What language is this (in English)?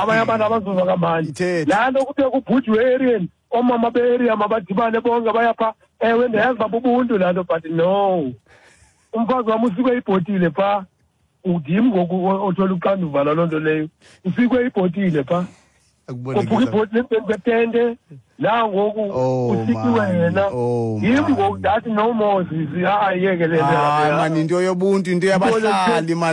Xhosa